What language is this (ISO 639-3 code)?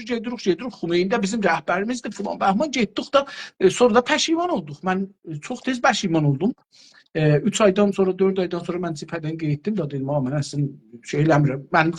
azb